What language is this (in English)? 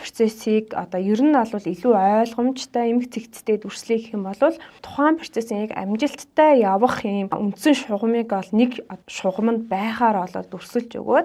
Mongolian